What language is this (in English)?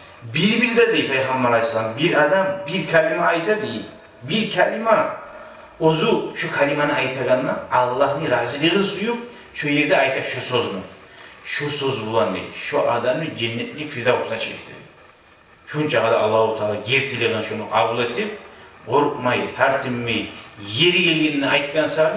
Kumyk